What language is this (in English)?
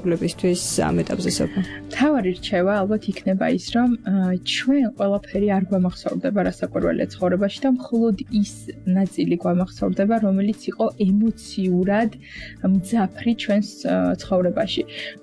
Georgian